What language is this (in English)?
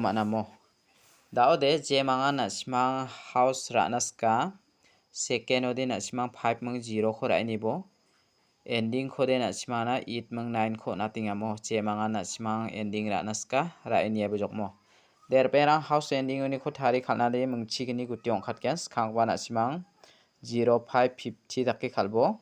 Garo